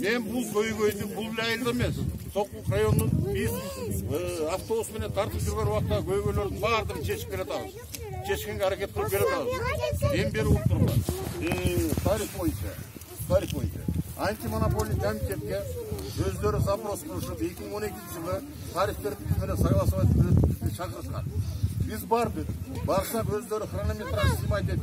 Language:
Kyrgyz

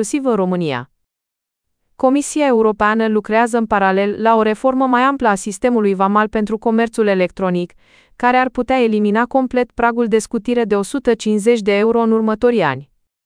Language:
Romanian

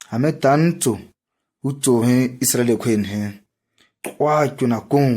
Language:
ǁGana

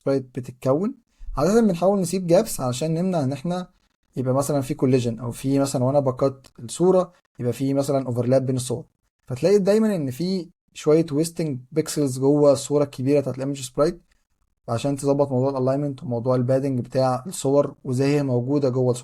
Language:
Egyptian Arabic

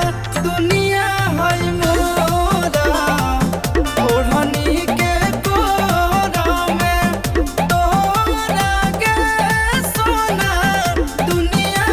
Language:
Magahi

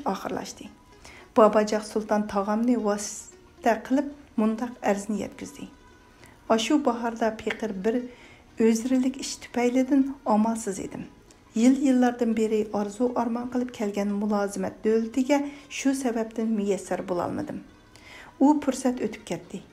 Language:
Uyghur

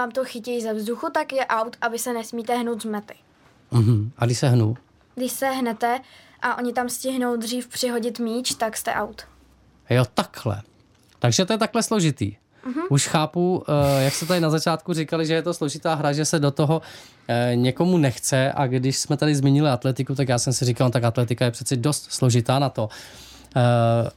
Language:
Czech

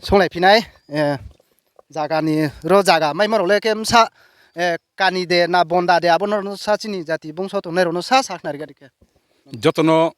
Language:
Riang (India)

